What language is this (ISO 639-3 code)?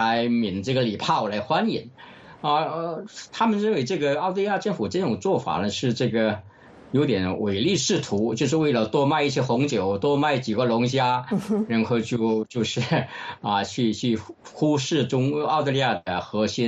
zho